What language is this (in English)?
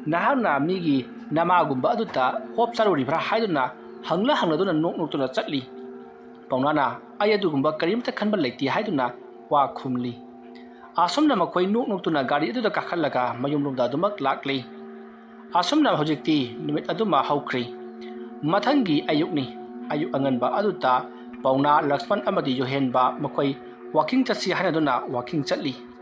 Manipuri